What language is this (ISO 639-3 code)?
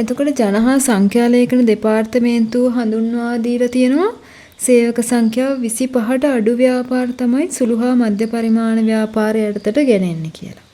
sin